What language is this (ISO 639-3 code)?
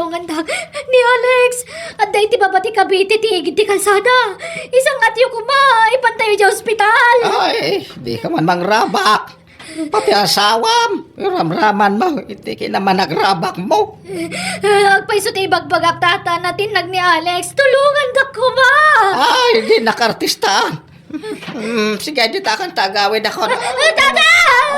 ilo